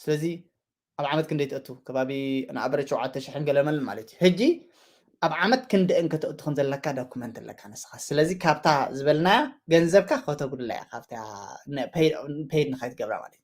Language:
Tigrinya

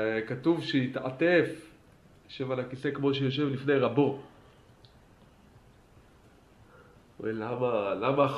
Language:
Hebrew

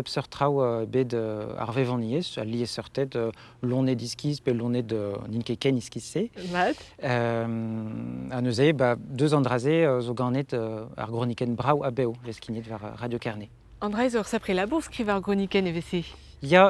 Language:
Breton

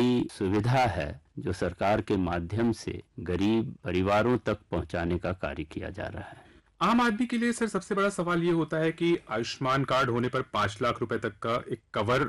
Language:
Hindi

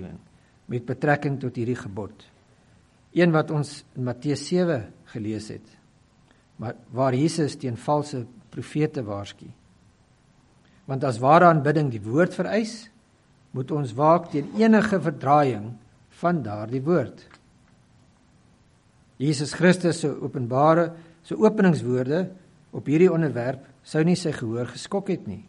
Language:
Afrikaans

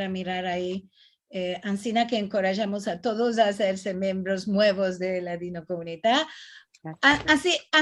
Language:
Ladino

